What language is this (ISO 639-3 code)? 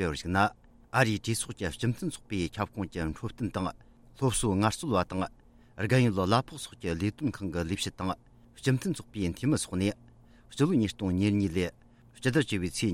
bod